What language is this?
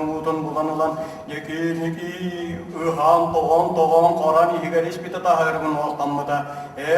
Yakut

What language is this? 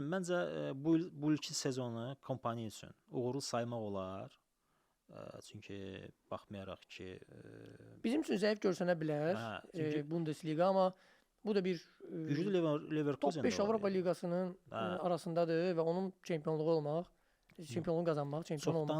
Azerbaijani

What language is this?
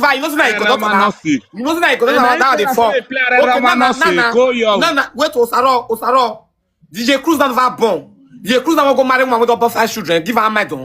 Nigerian Pidgin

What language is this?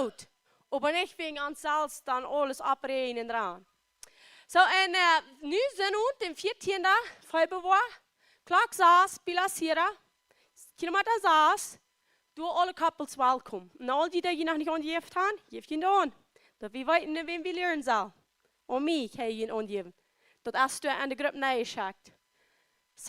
Plautdietsch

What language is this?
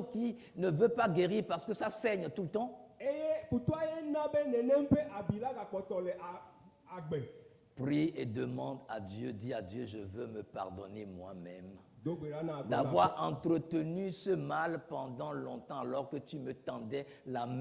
Ewe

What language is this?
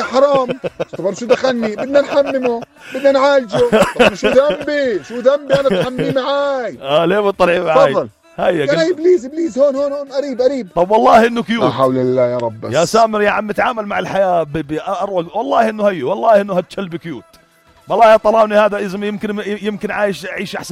North Levantine Arabic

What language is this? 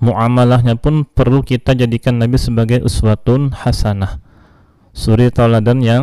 Banjar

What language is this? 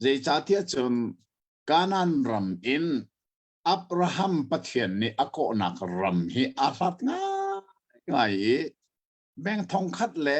Hakha Chin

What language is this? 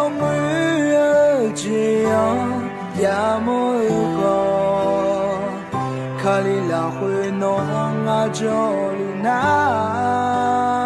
Akha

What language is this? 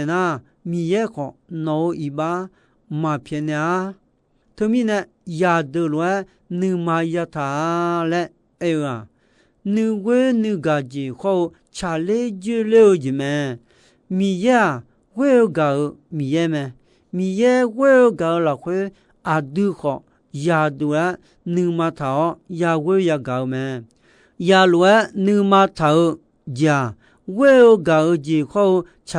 Akha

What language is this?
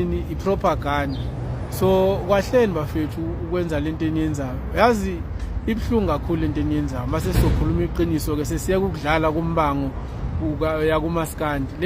Zulu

